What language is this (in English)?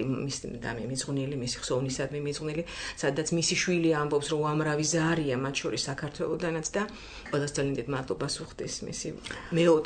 Georgian